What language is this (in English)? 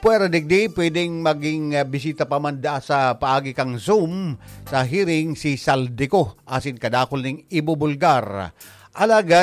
Bikol